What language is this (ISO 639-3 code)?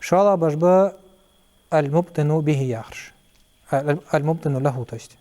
inh